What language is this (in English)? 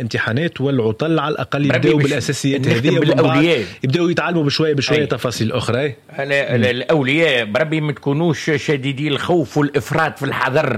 Tunisian Arabic